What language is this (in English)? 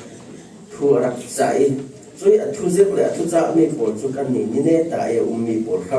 Falam Chin